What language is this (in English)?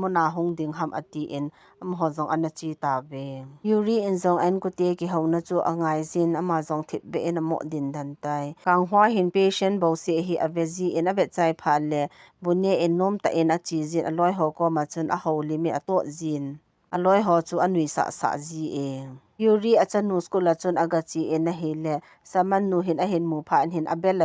Thado Chin